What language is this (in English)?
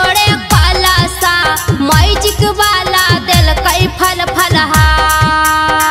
Magahi